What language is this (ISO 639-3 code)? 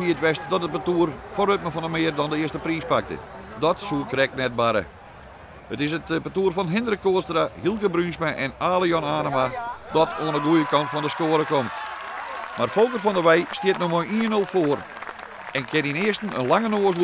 fry